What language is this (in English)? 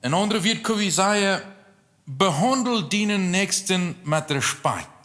Plautdietsch